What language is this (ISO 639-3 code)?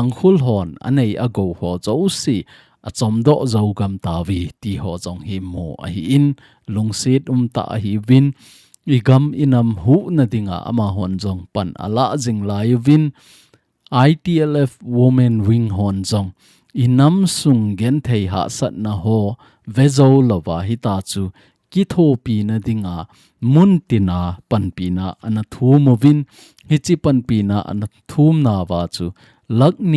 tcz